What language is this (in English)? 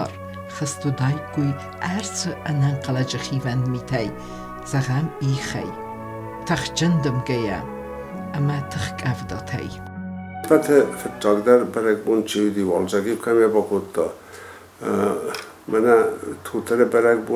Ossetic